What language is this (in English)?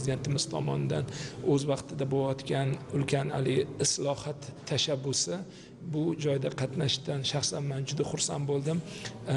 Uzbek